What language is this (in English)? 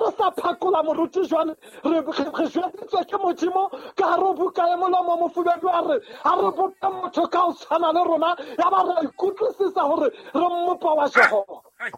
Southern Sotho